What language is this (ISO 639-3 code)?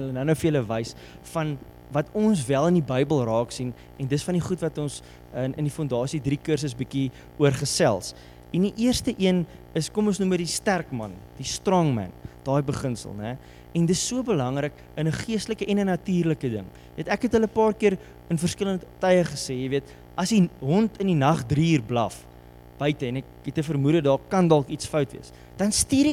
afr